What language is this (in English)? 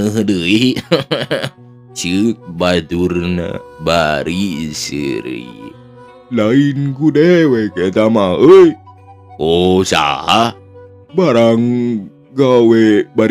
Sundanese